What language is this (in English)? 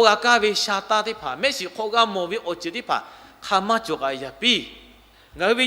Lahu